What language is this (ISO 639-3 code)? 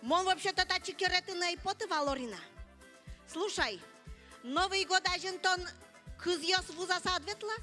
udm